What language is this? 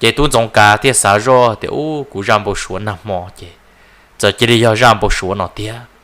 Hmong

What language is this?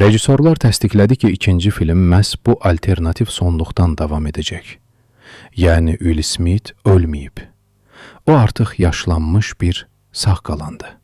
Azerbaijani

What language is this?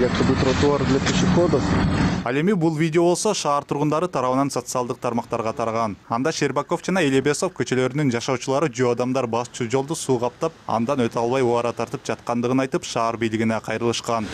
Kyrgyz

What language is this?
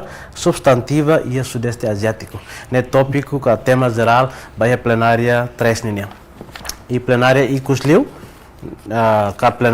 Tetum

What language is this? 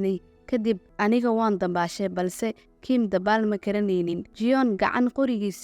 Somali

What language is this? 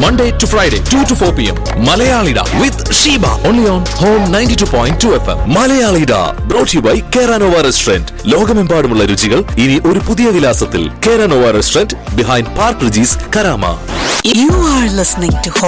Malayalam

